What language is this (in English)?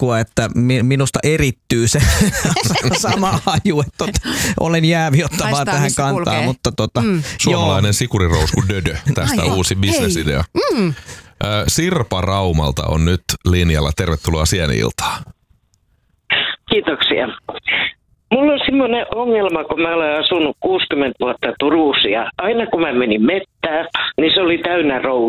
Finnish